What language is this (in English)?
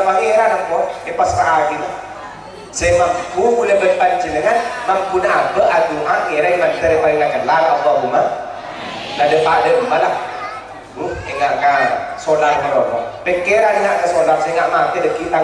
Madurese